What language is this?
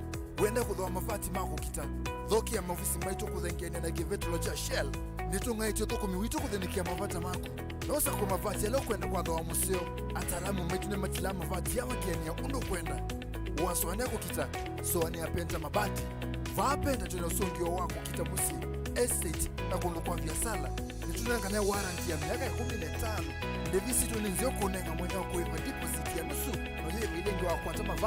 Kamba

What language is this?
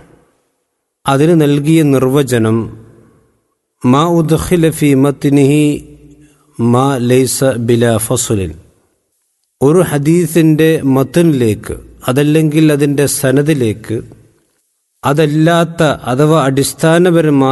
Malayalam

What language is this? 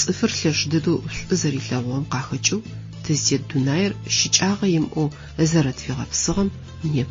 Adyghe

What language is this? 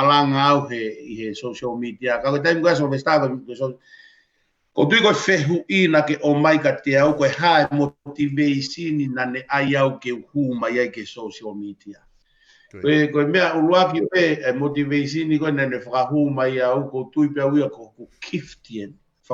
Tongan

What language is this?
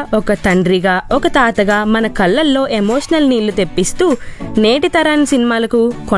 Telugu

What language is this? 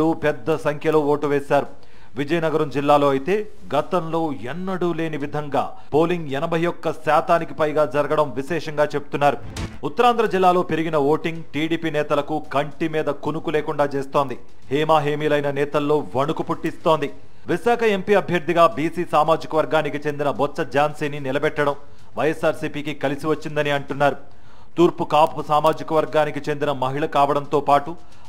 Telugu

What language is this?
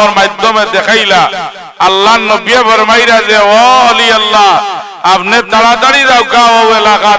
Sylheti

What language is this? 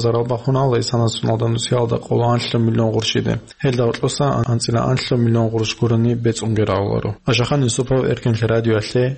Avaric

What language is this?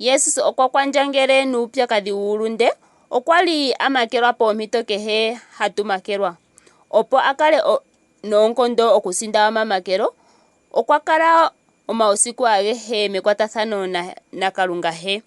Ndonga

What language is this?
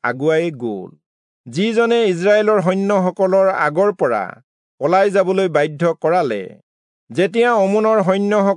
Assamese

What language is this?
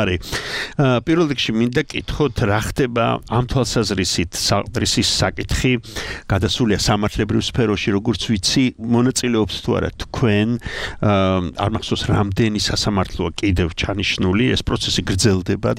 Georgian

